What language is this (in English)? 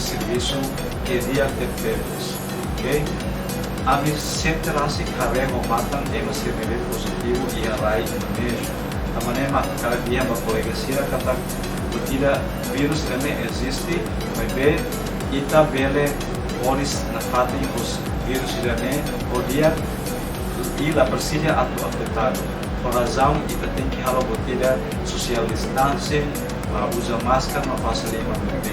Tetum